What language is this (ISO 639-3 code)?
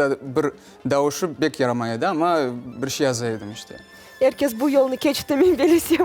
crh